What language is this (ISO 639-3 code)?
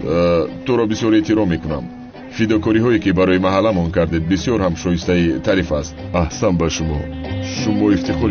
tgk